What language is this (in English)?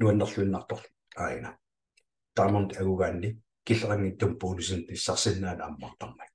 Kalaallisut